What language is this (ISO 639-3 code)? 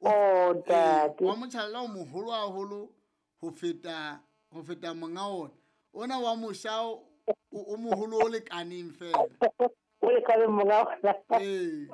sot